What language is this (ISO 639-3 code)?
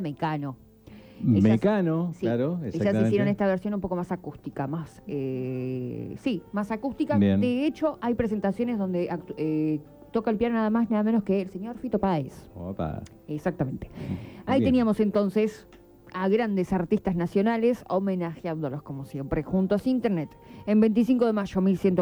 spa